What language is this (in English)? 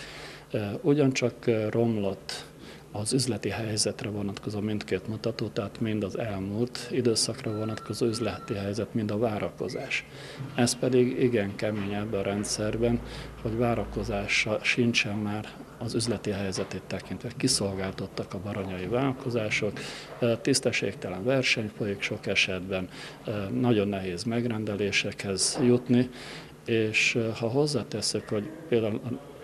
Hungarian